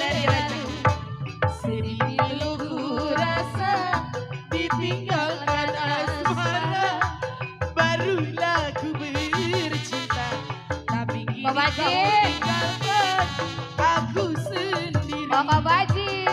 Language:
Betawi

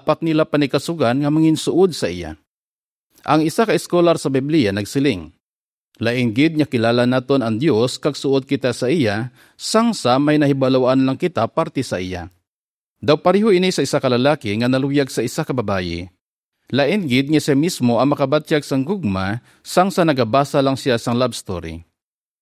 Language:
Hiligaynon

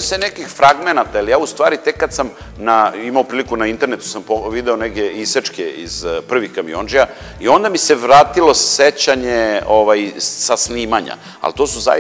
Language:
Serbian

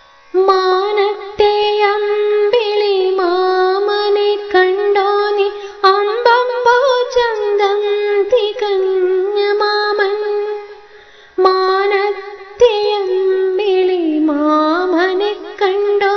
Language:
Malayalam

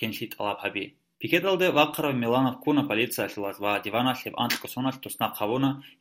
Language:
Avaric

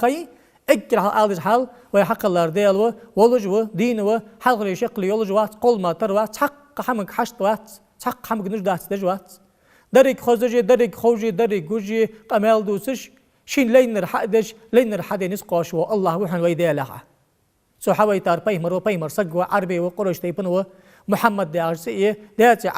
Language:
Ingush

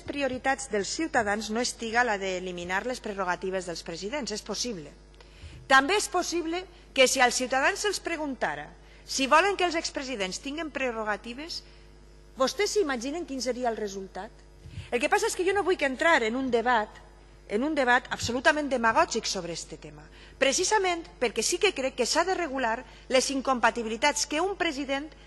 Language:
Catalan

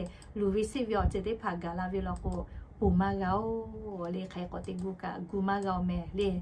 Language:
Lahu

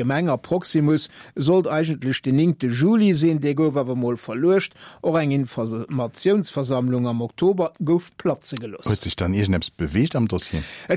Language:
Luxembourgish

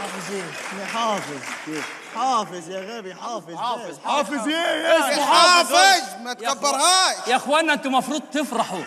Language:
Egyptian Arabic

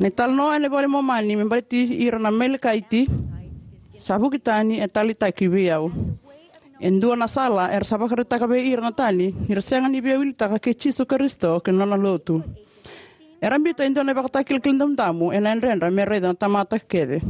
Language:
Fijian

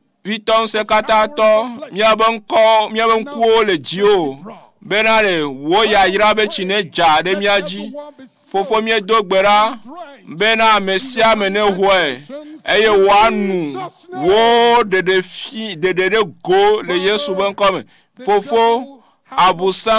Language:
Ewe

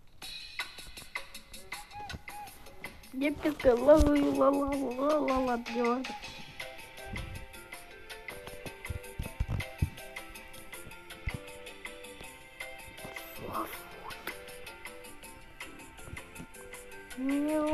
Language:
Russian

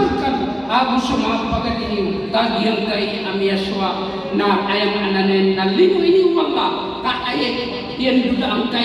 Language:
Maranao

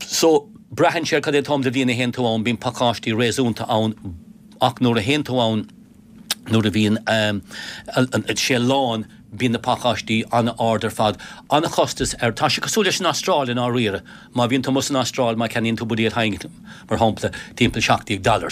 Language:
Irish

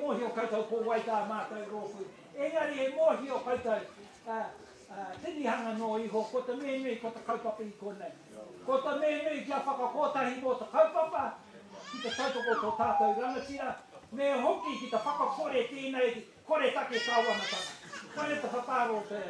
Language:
Māori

